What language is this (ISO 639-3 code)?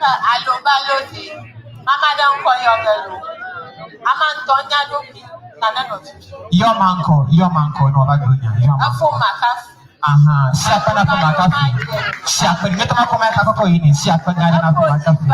ewe